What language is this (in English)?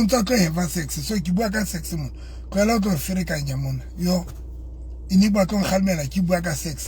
Southern Sotho